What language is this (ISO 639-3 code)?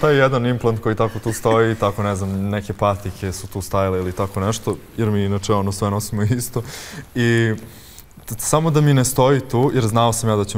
srp